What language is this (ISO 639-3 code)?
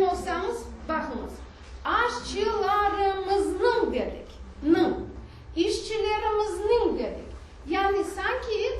crh